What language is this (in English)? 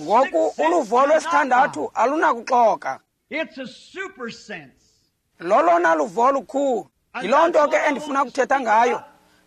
Xhosa